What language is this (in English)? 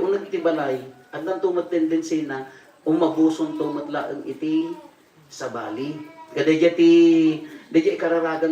Iloko